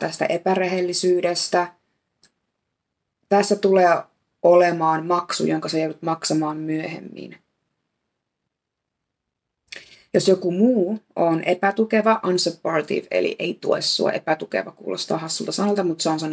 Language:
Finnish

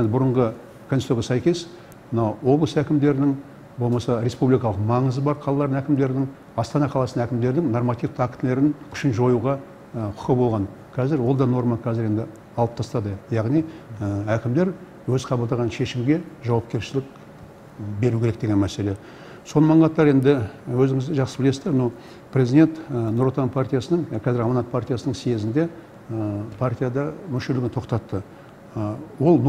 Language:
Kazakh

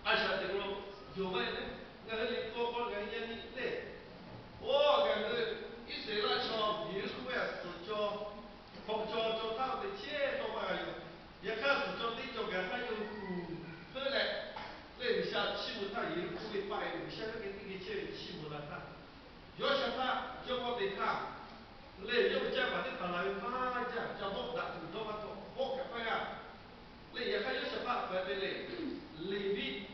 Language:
Lahu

